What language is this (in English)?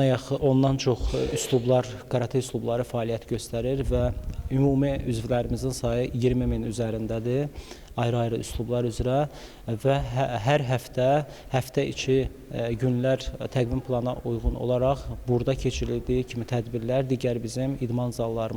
Azerbaijani